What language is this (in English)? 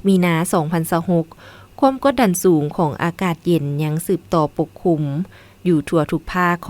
Lao